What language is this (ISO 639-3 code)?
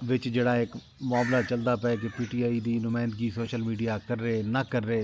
skr